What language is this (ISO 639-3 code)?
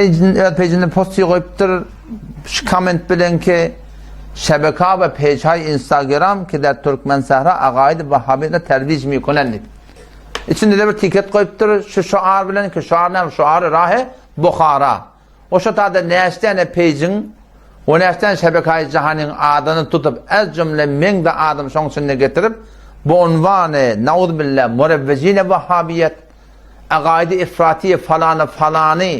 tuk